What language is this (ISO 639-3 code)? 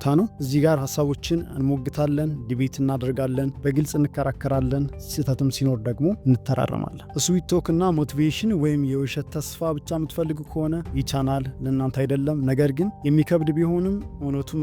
amh